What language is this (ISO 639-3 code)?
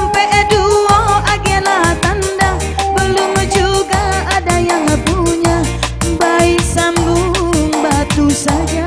min